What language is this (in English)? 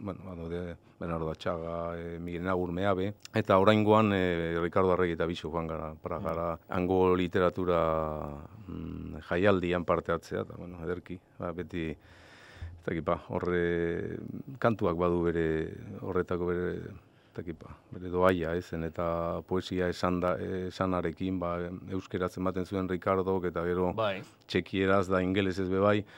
Basque